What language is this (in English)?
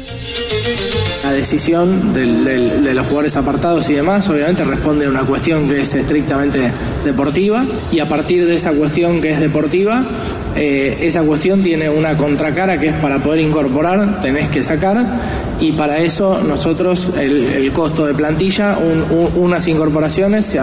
Spanish